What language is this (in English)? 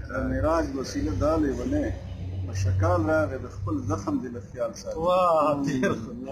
Pashto